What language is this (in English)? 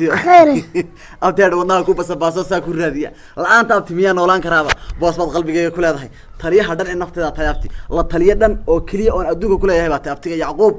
Somali